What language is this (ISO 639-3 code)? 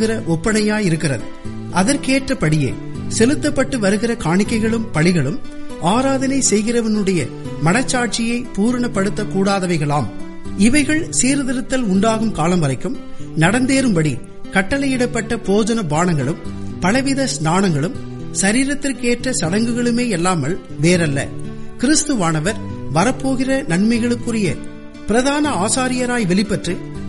tam